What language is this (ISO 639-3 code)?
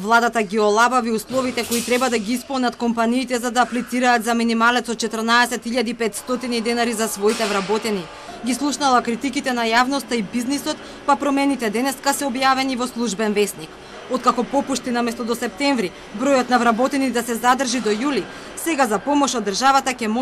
mkd